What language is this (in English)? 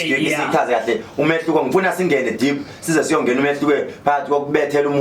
Zulu